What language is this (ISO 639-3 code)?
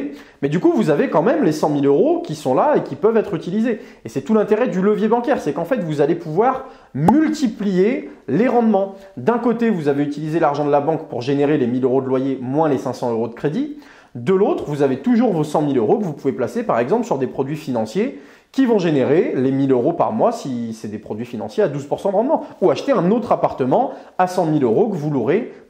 fra